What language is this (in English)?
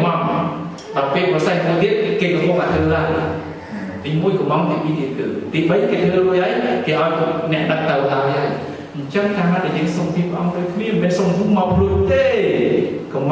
Khmer